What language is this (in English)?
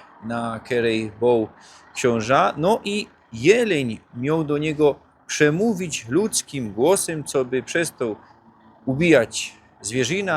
Silesian